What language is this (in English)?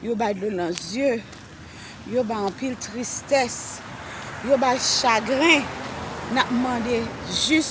Haitian Creole